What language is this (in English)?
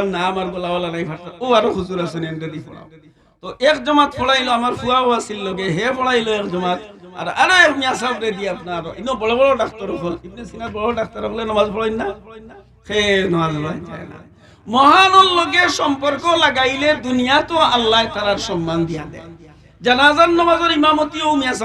Sylheti